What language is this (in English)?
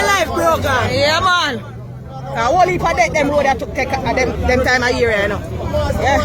Jamaican Creole English